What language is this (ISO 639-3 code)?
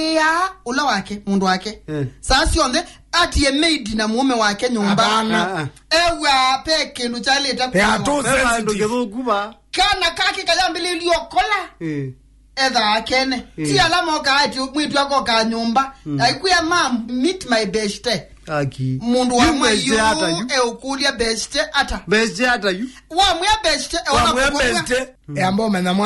kam